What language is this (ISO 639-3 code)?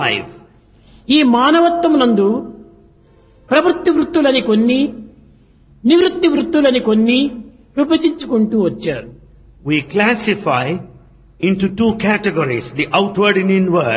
tel